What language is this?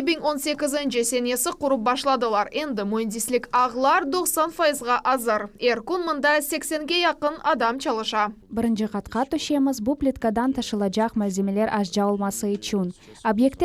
Crimean Tatar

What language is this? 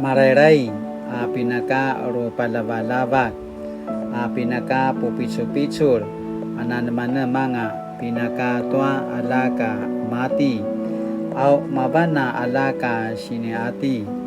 Paiwan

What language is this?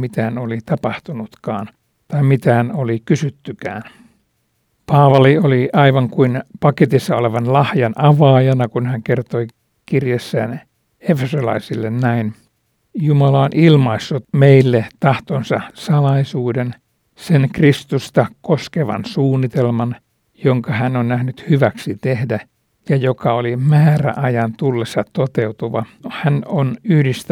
Finnish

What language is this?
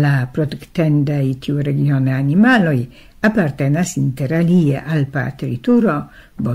Esperanto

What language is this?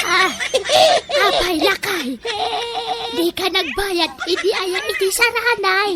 Iloko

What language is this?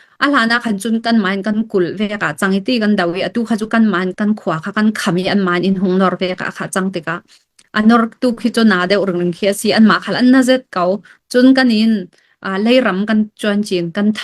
Falam Chin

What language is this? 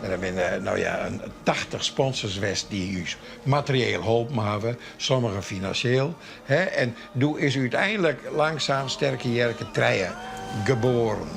Western Frisian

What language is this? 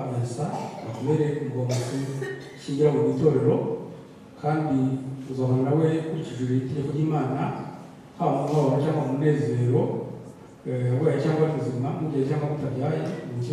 Kinyarwanda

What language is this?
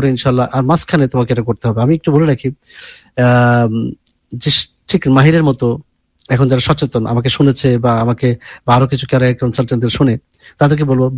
Bangla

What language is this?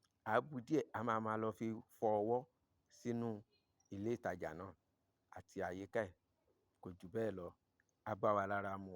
Yoruba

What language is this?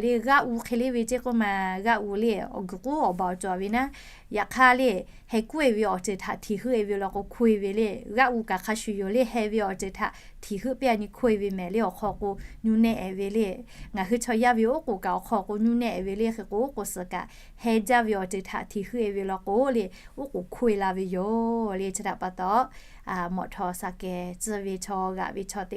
Lahu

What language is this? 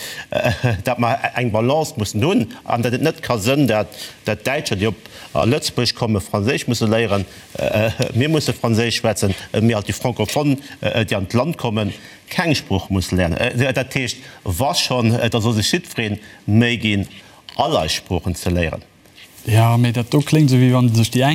Luxembourgish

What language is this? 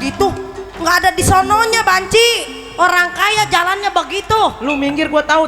Betawi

